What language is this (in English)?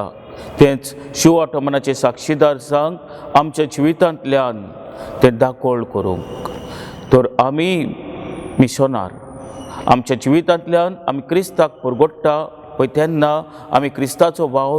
Konkani